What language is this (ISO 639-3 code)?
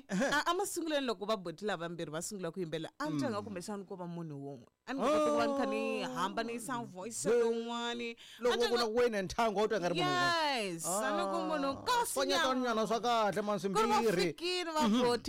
tso